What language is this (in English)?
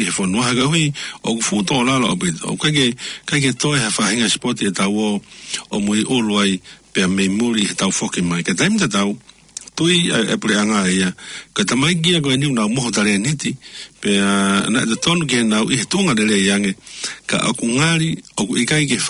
Tongan